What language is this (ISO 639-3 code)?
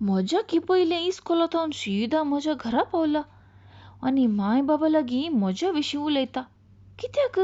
kok